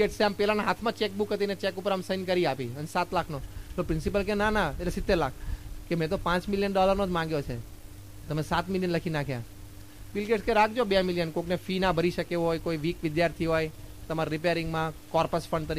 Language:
Gujarati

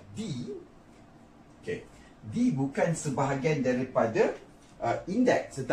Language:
Malay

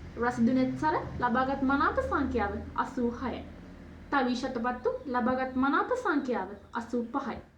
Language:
Sinhala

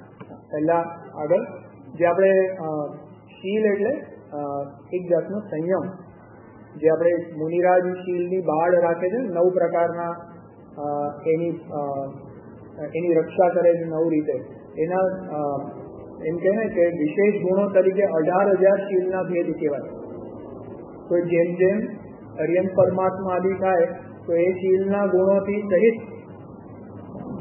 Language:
Gujarati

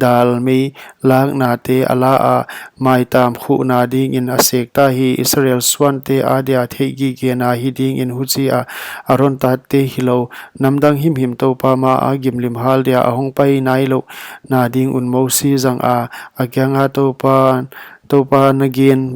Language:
Paite Chin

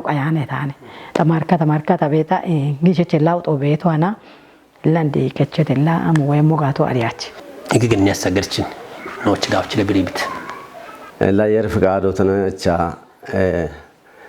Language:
Kafa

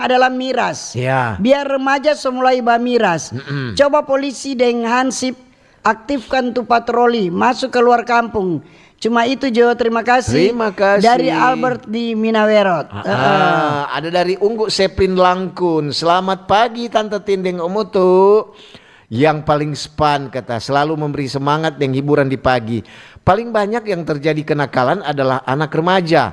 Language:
Manado Malay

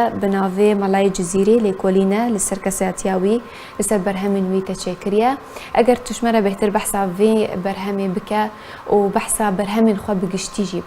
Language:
Kurdish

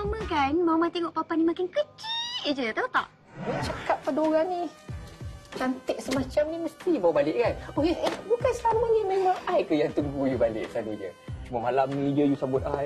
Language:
Malay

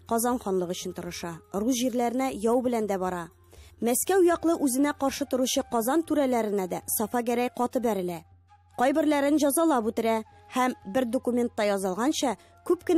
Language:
Tatar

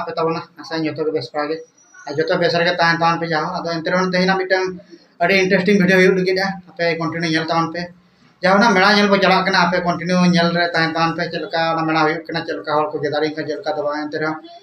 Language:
Santali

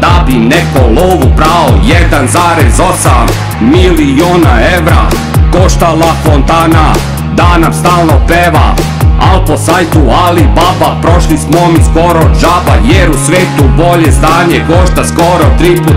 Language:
Serbian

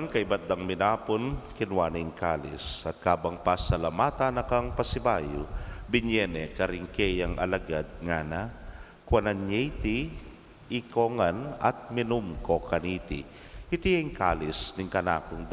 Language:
Pampanga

